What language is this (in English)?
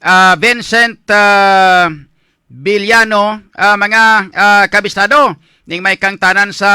Hiligaynon